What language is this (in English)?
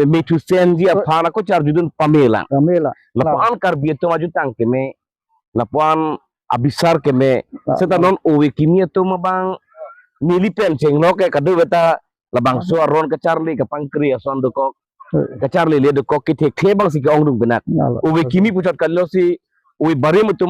Karbi